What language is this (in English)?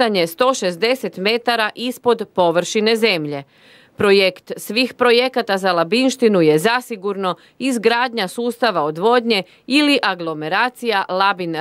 Croatian